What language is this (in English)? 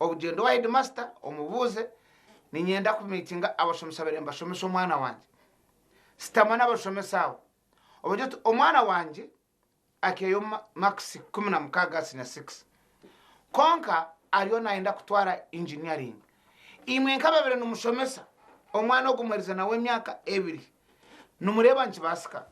Nyankole